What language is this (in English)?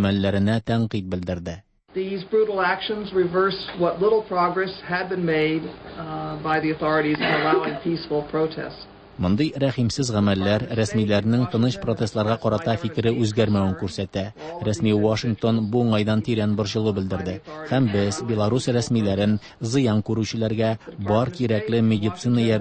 Tatar